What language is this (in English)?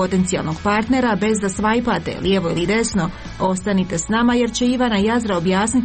Croatian